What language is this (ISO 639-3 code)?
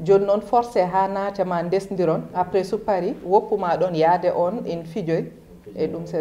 ful